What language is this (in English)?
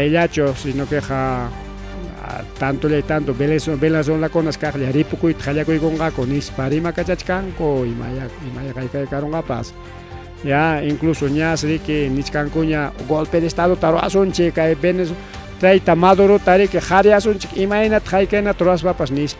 Ayacucho Quechua